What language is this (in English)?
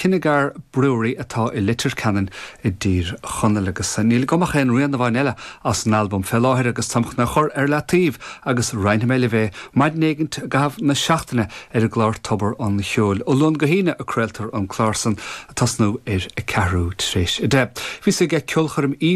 Irish